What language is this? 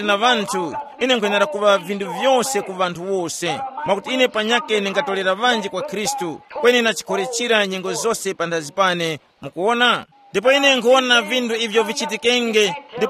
Tumbuka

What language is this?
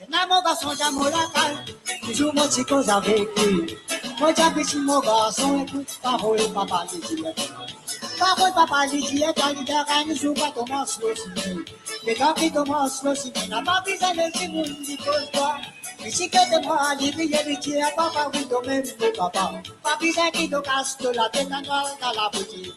Morisyen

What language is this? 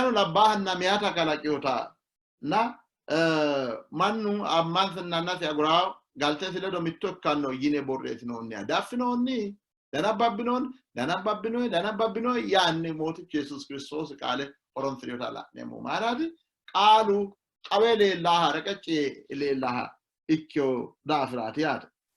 Sidamo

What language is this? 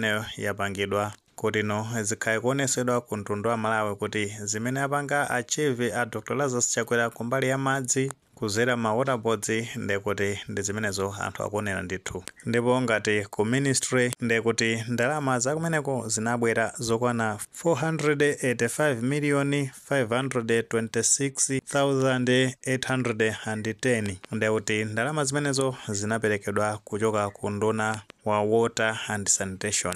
Nyanja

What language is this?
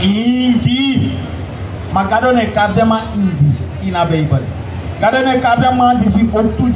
Sranan Tongo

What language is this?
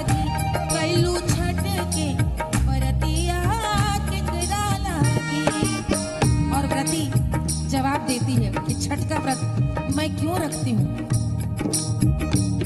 Bhojpuri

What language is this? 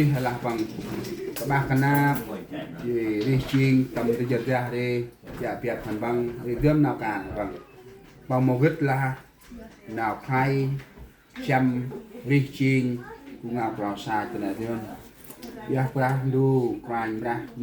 Central Mnong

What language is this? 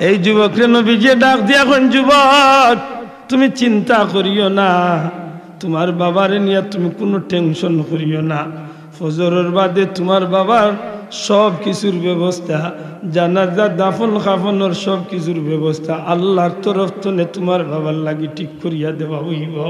Sylheti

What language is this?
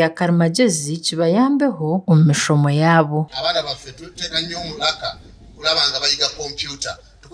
Nyankole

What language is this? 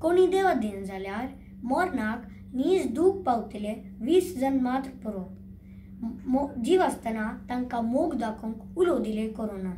Konkani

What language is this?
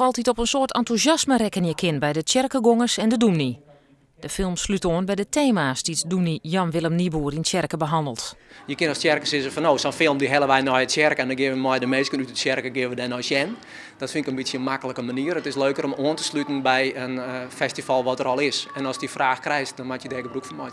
Western Frisian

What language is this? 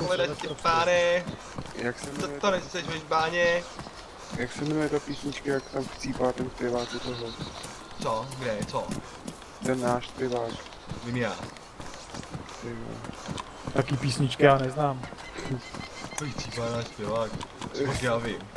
Czech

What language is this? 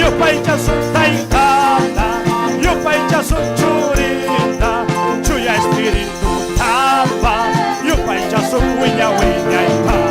Ayacucho Quechua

